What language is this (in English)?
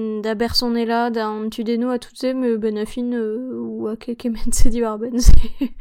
Breton